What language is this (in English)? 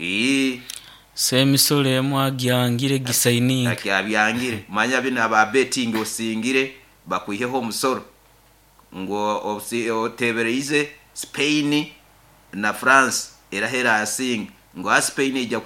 Nyoro